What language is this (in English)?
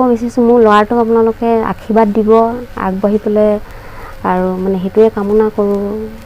Assamese